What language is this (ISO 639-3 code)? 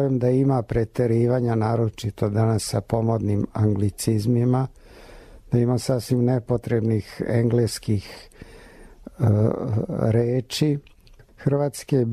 srp